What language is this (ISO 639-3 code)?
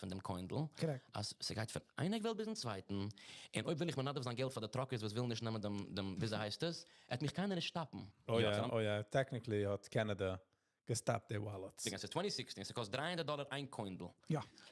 yid